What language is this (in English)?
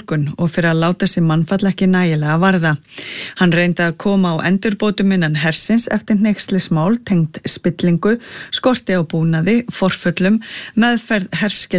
Icelandic